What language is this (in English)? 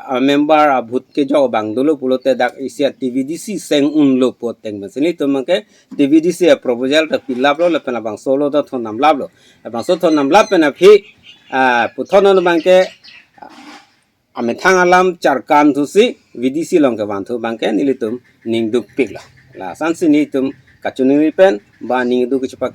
Karbi